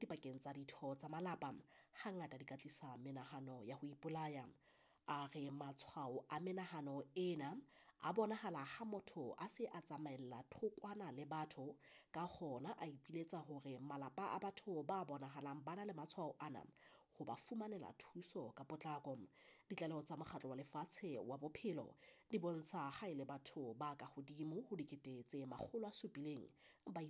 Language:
Southern Sotho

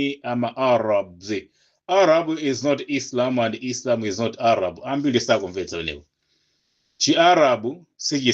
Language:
Nyanja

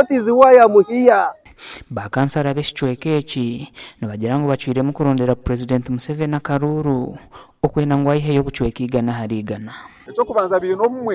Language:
Nyankole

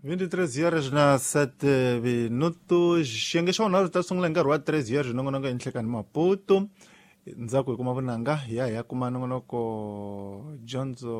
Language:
Tsonga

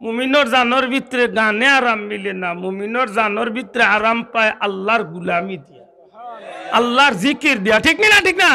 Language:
Sylheti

